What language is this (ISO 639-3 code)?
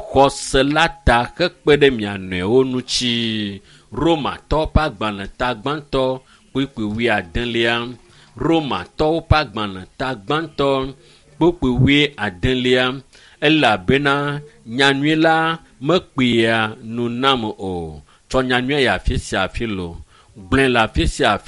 ewe